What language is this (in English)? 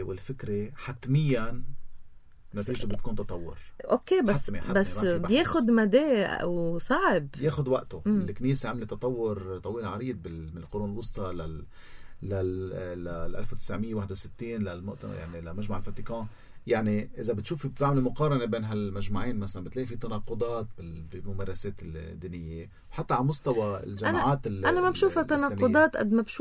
North Levantine Arabic